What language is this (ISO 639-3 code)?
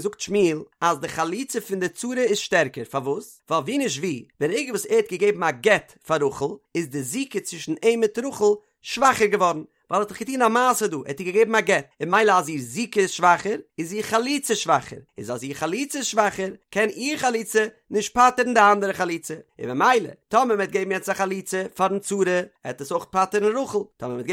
yid